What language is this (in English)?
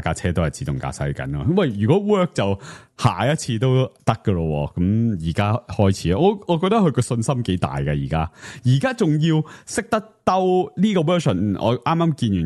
Cantonese